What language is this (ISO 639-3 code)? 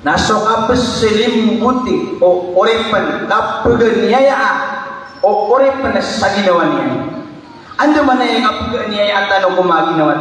mrw